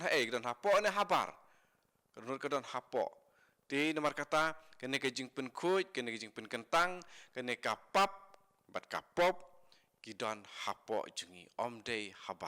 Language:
Khasi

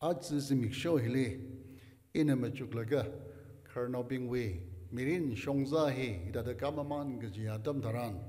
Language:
Tangkhul Naga (India)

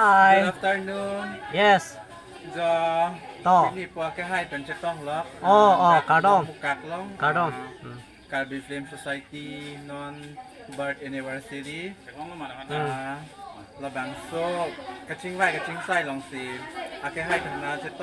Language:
Karbi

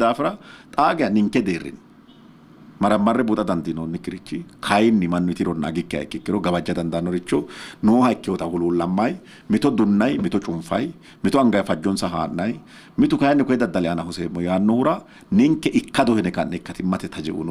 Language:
Sidamo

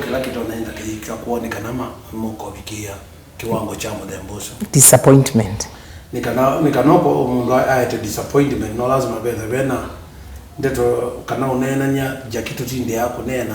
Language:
Kamba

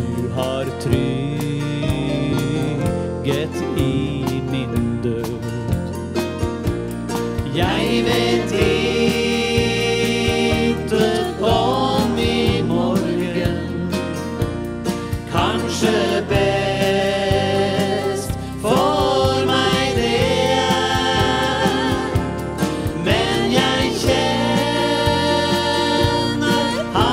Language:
Norwegian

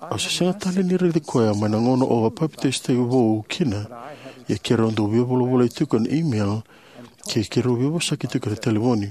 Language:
Fijian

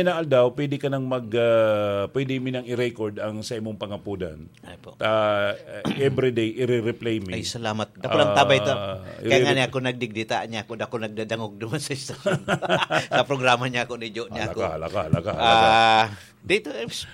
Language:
Bikol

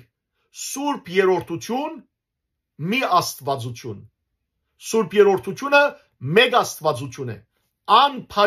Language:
Western Armenian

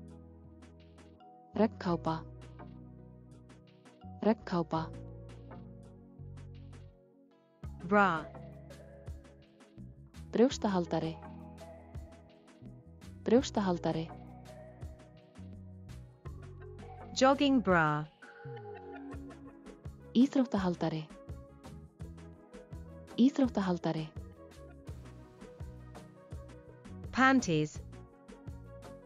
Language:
Icelandic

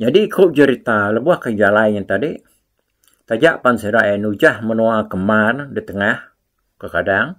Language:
Iban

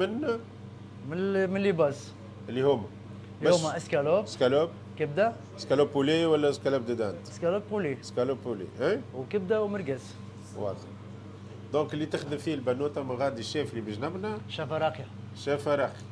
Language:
Tunisian Arabic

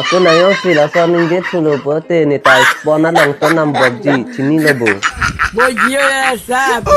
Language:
Karbi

